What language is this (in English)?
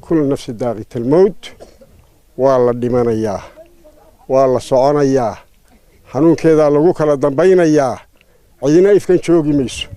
Somali